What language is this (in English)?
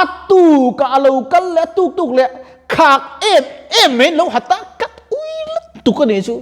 Mizo